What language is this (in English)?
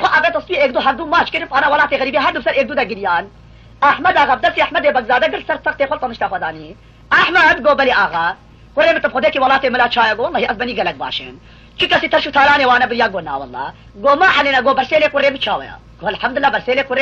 Kurdish